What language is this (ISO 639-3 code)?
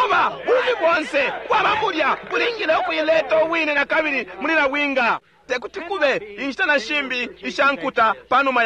bem